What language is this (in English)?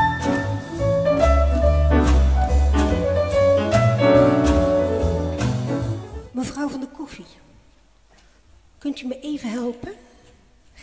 Dutch